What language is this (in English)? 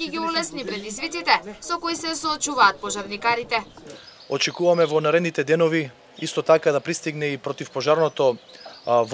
Macedonian